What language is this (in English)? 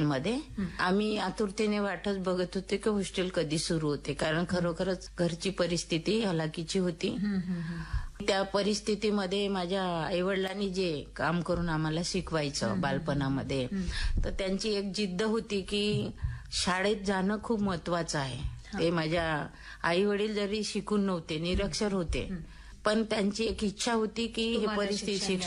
Marathi